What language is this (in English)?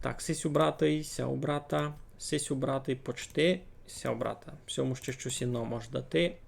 Rusyn